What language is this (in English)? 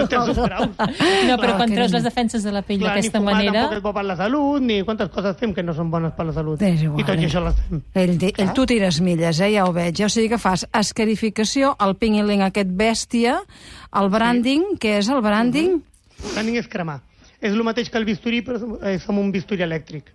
Catalan